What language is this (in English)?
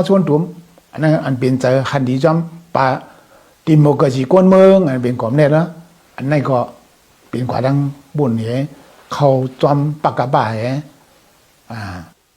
Shan